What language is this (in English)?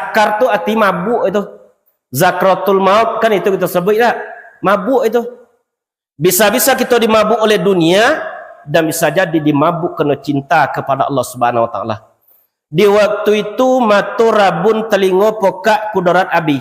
Minangkabau